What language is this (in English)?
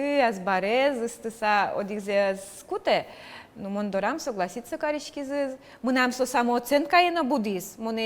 Udmurt